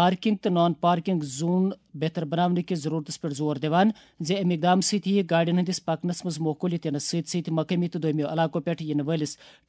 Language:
Kashmiri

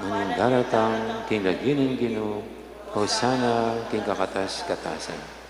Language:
Pampanga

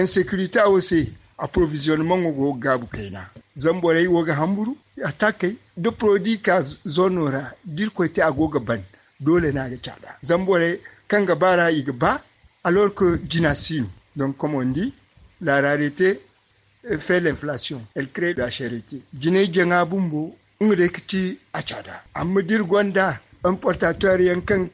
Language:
Zarma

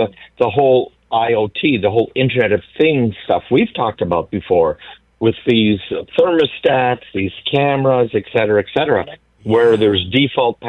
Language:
English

